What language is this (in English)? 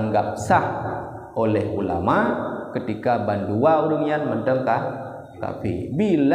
Achinese